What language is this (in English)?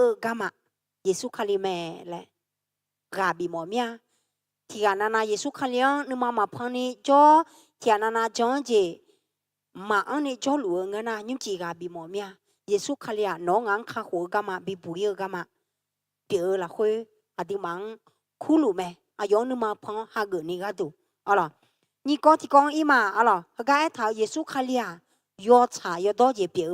Akha